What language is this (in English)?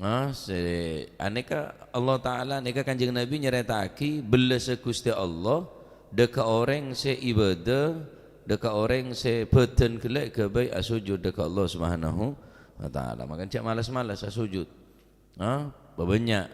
Madurese